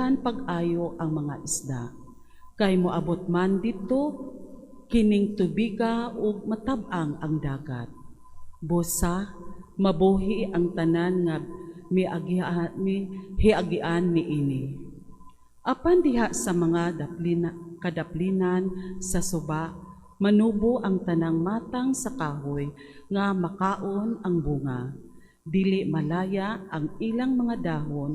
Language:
Cebuano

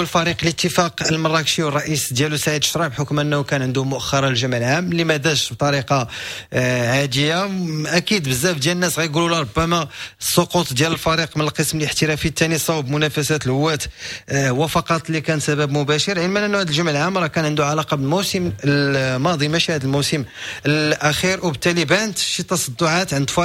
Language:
Moroccan Arabic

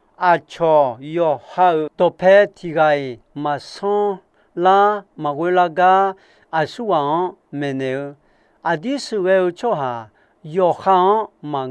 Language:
Akha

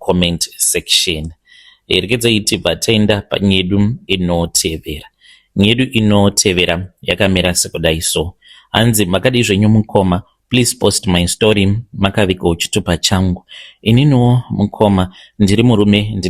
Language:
Shona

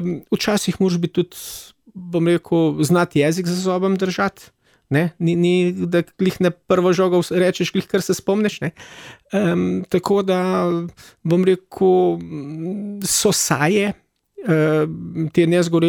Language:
Slovenian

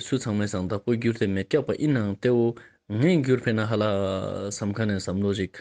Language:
Ladakhi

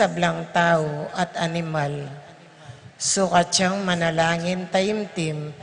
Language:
Pampanga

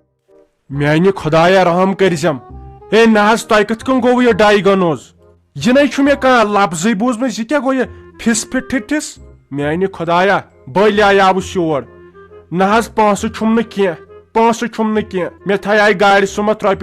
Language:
Kashmiri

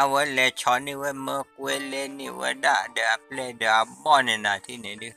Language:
S'gaw Karen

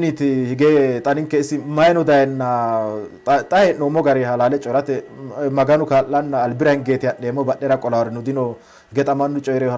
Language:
Sidamo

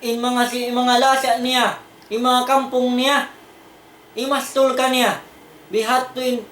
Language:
Tausug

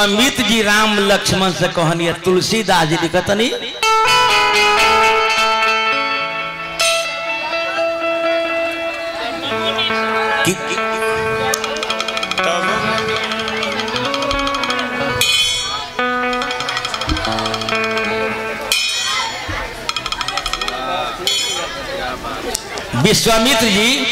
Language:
Bhojpuri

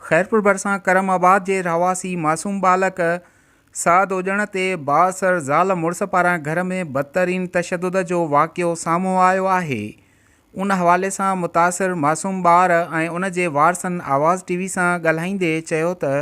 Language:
Sindhi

